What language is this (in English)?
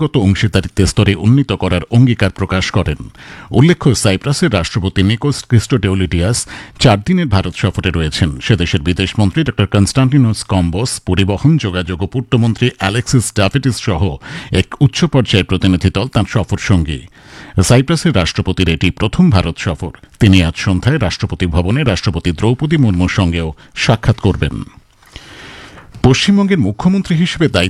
Bangla